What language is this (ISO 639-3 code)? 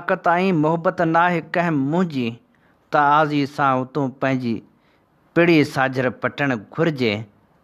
snd